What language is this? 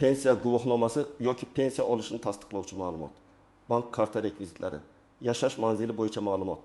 Uzbek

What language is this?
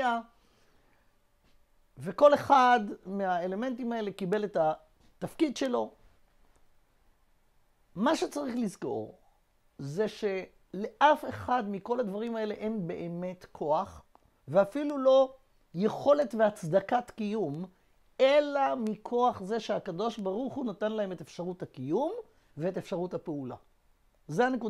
Hebrew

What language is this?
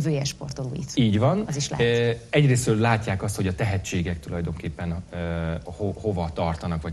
Hungarian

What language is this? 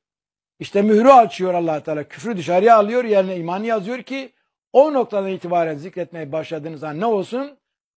Turkish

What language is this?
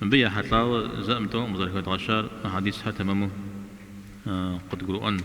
Kabardian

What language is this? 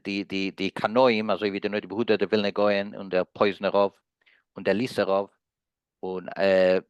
Yiddish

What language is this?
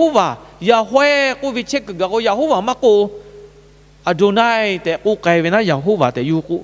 Lahu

